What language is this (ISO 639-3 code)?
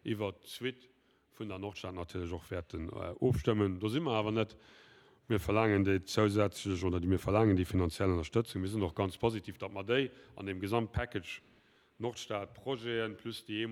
ltz